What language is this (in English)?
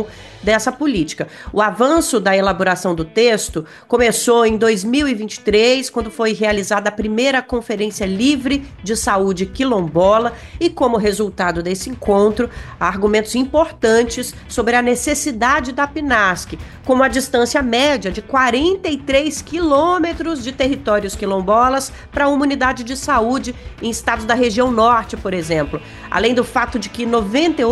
Portuguese